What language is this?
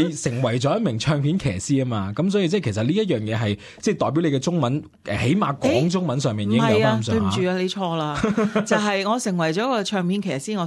Cantonese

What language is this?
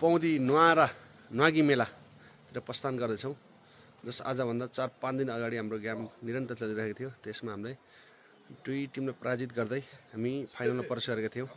Nepali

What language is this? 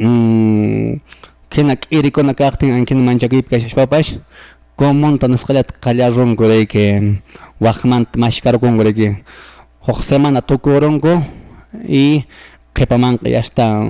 Quechua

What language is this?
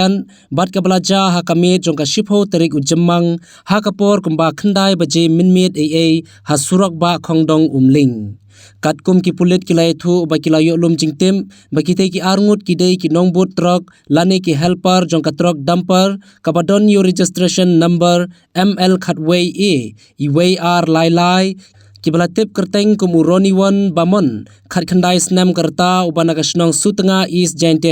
Khasi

